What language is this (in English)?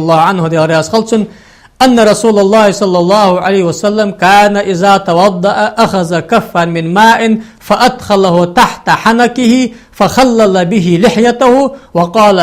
Ingush